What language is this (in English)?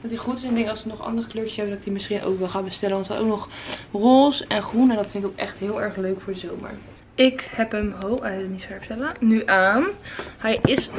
Dutch